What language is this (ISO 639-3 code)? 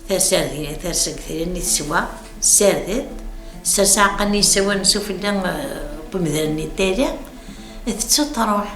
kab